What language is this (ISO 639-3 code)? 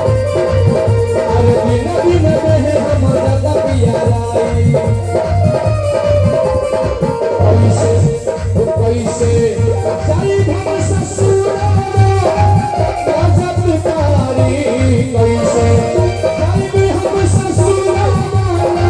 bho